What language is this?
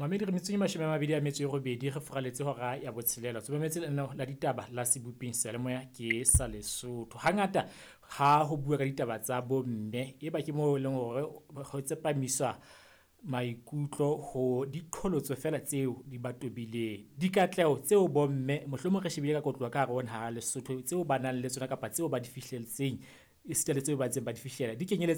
Southern Sotho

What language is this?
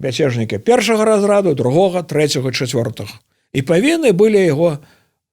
Belarusian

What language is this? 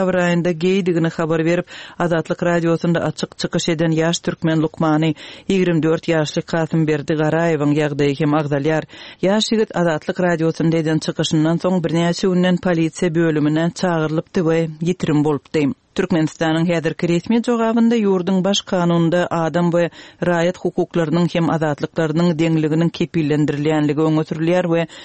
Turkmen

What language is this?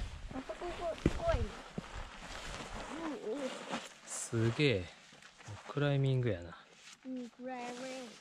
Japanese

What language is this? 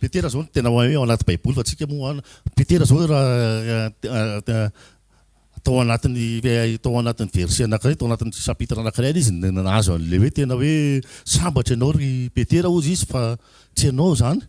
Malagasy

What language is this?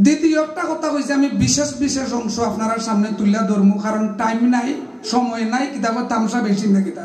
Sylheti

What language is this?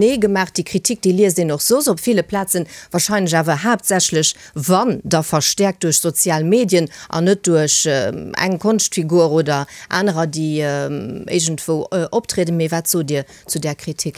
Luxembourgish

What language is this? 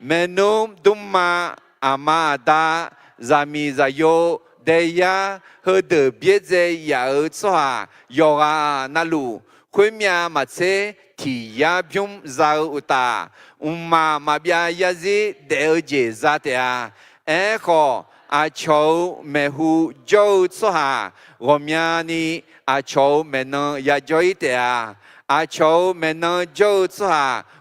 Akha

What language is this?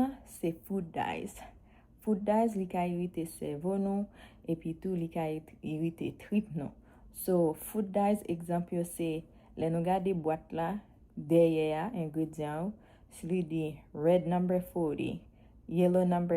Haitian Creole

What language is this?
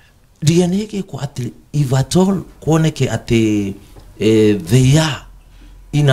Kikuyu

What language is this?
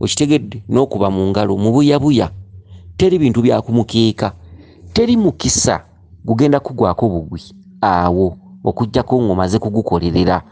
Ganda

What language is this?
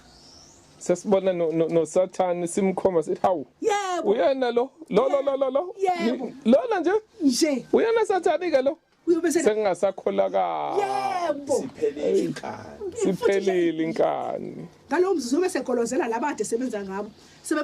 Zulu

